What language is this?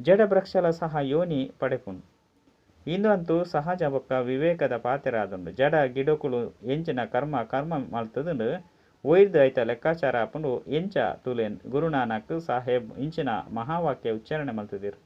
Tulu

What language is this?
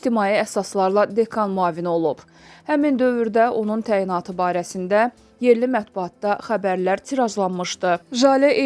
Azerbaijani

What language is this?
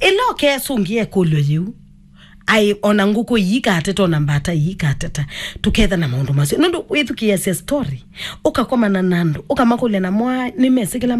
Kamba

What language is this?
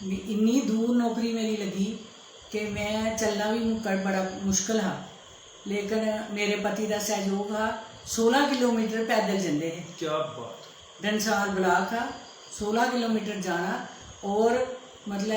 Dogri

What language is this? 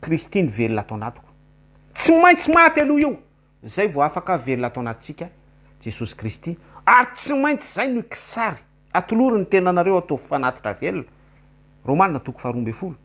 Malagasy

